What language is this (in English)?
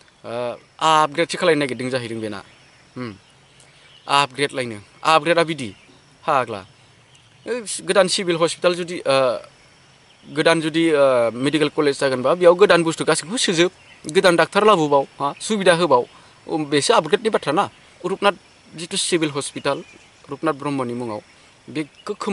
Bodo